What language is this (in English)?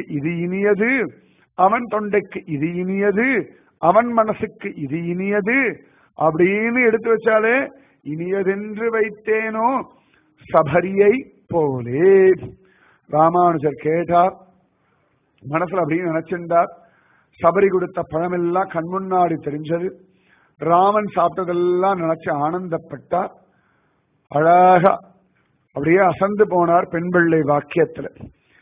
Tamil